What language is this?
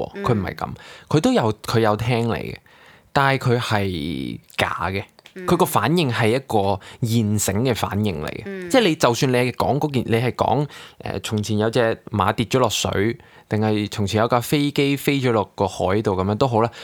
Cantonese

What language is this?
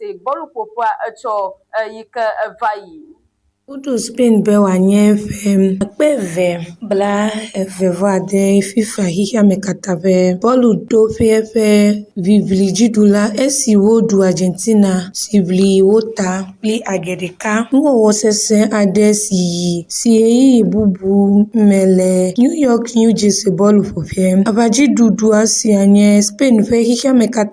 Ewe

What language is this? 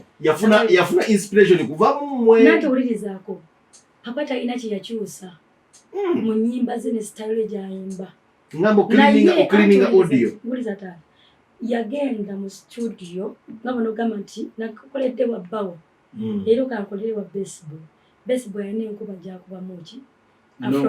Ganda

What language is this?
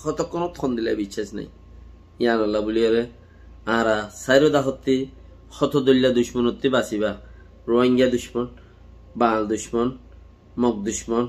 Rohingya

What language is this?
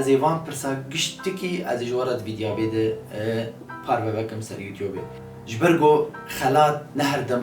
Kurdish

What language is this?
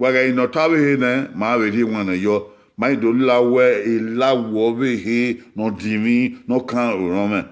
Bini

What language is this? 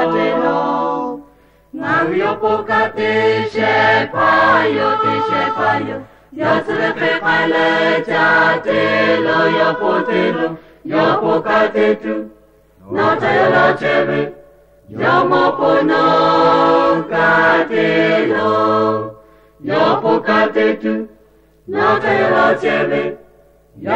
Lahu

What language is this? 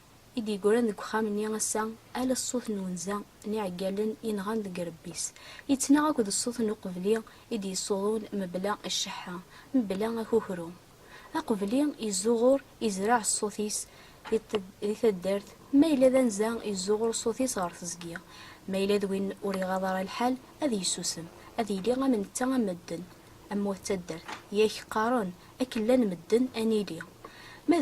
Kabyle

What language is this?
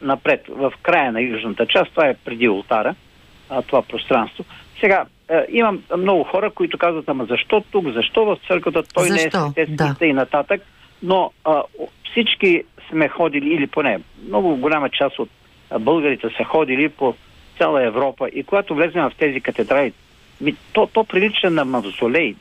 Bulgarian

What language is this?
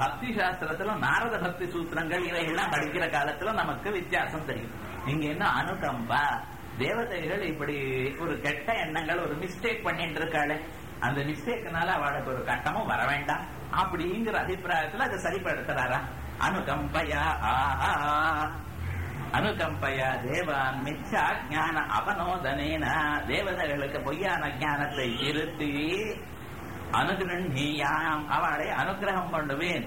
Tamil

